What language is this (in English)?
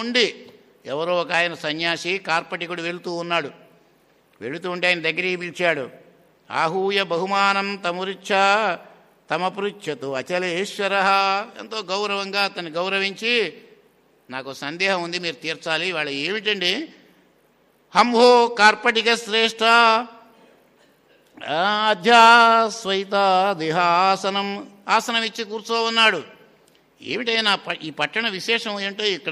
Telugu